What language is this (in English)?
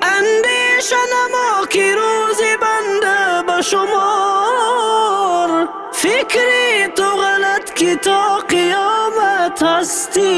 Tajik